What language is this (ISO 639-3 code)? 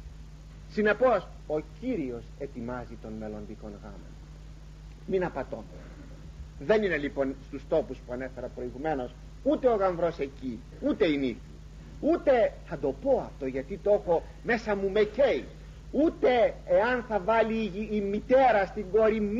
ell